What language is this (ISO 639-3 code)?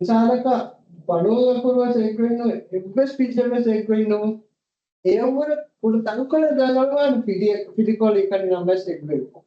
div